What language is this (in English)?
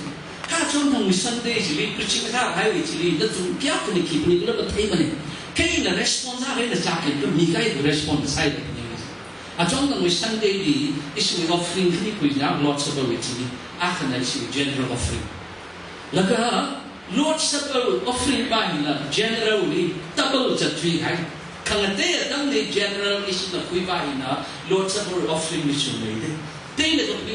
Tangkhul Naga (India)